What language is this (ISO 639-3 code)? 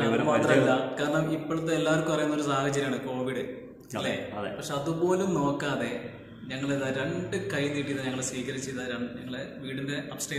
mal